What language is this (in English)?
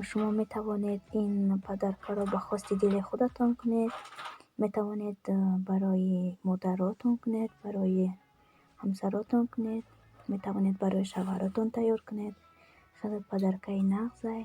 Tajik